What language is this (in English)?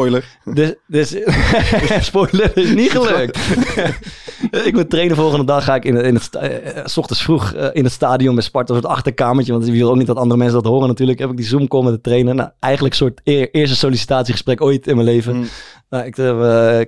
Dutch